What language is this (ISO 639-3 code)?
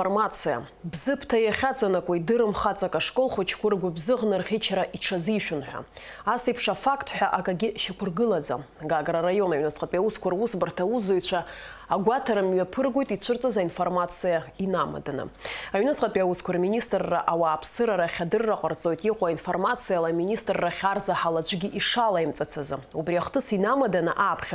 abk